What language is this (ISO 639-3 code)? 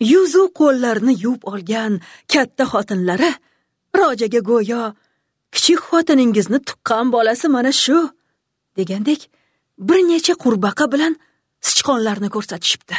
uzb